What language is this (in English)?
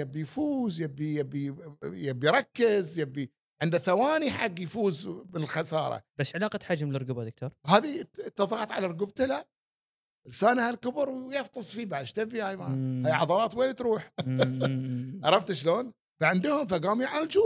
Gulf Arabic